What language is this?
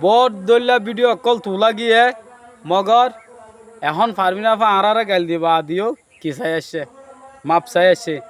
Rohingya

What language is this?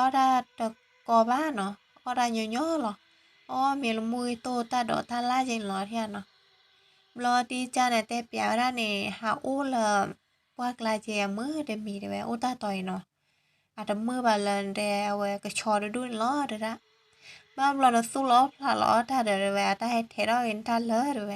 S'gaw Karen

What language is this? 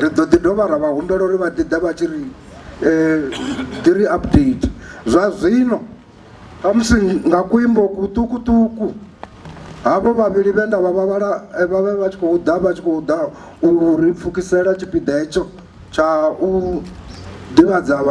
Venda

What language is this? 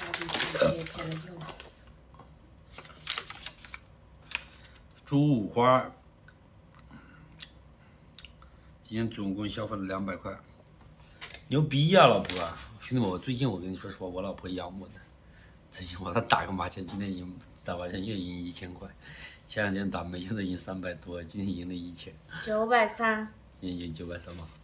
Chinese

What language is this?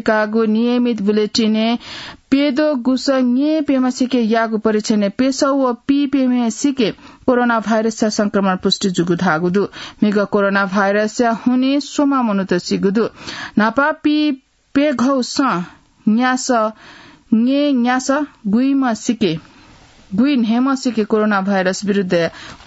Newari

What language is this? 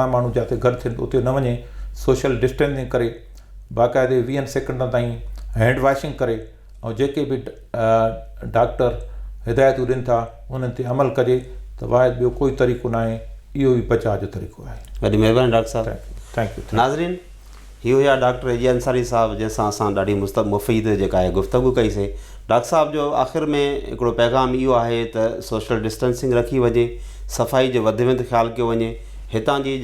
Sindhi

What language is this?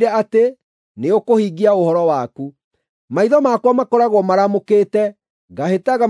Kikuyu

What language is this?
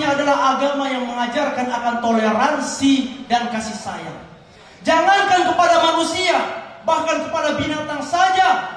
Indonesian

